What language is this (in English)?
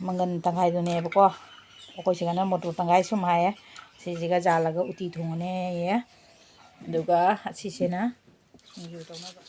Manipuri